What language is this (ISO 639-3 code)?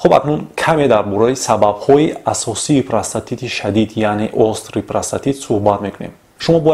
tgk